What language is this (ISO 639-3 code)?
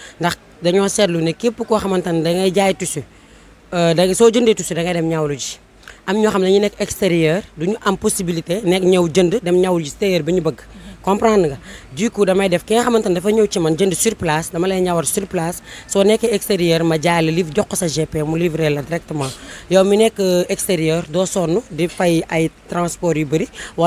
wol